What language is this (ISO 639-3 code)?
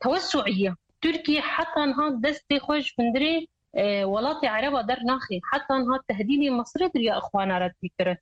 kur